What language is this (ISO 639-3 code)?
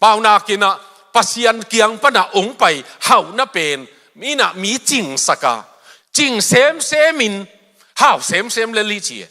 ctd